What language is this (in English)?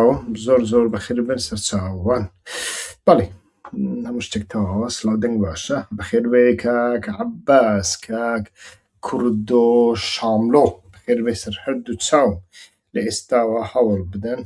Central Kurdish